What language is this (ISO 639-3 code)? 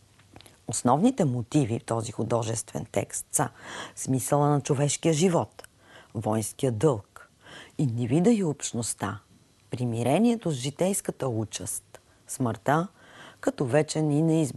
bul